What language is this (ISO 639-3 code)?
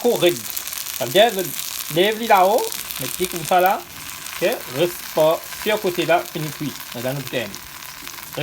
mfe